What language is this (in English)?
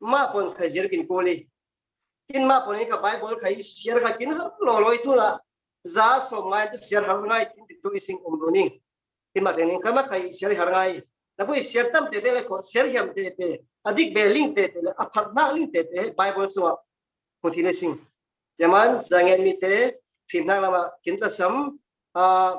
Falam Chin